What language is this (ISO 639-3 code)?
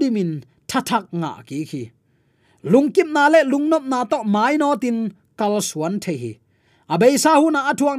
ctd